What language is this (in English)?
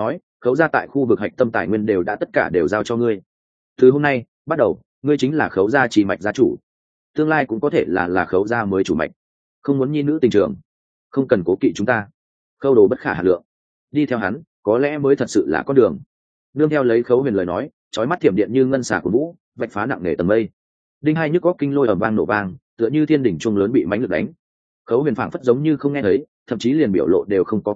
Vietnamese